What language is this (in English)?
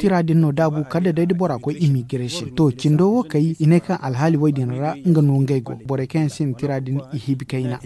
Zarma